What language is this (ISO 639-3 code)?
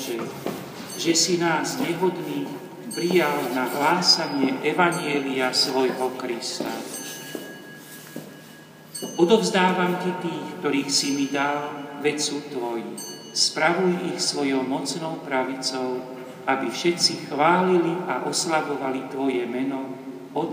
slk